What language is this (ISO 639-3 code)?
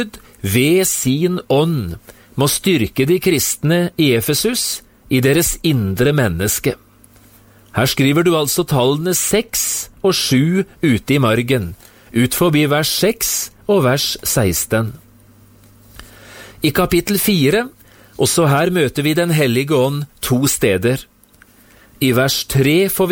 nor